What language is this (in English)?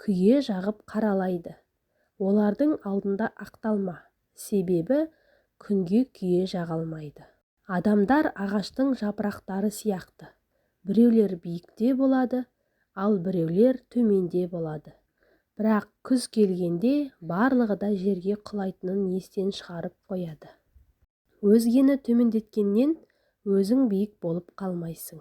Kazakh